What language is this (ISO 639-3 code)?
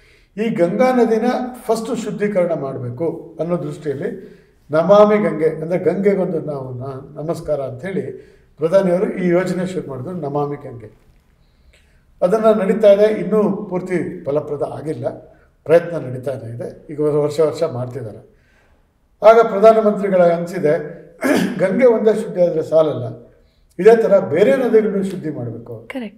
kan